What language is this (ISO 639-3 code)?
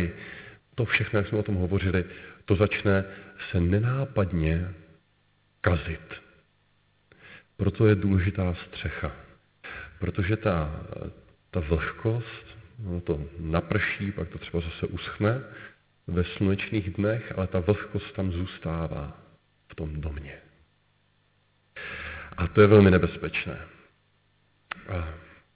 ces